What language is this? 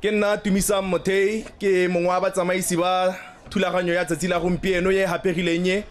Tswana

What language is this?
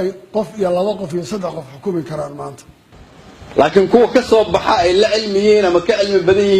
Somali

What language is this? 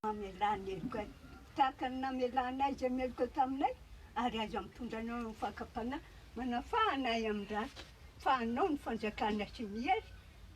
Malagasy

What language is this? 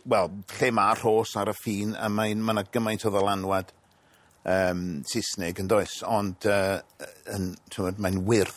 Welsh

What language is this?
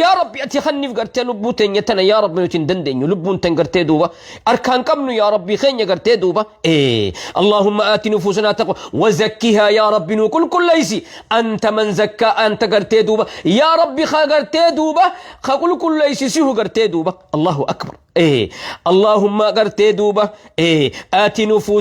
Oromo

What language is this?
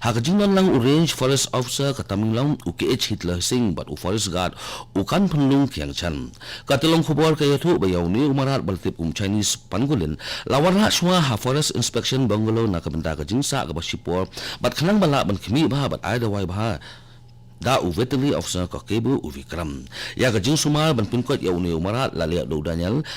Khasi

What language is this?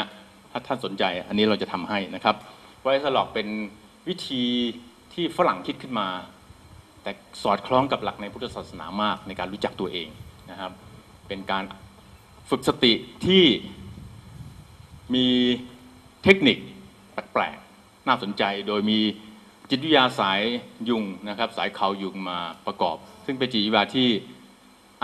Thai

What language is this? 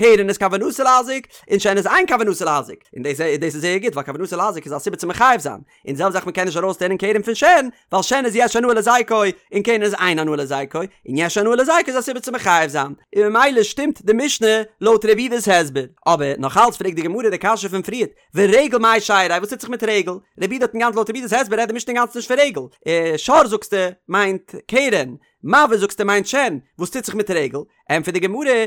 Yiddish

